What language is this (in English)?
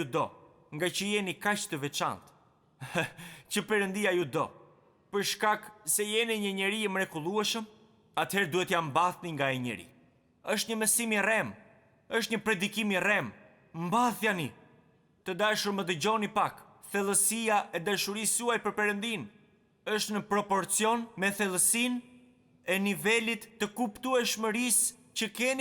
Albanian